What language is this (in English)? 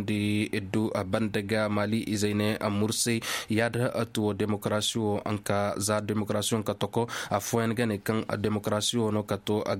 Koyraboro Senni